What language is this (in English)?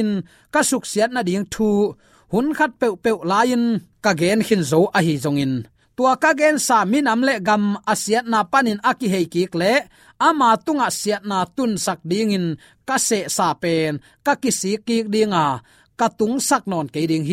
Tedim Chin